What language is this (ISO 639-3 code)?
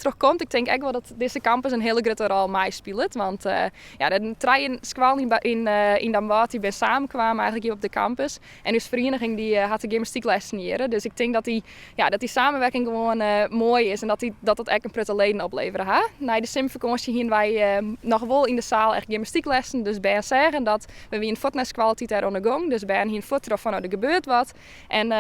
fry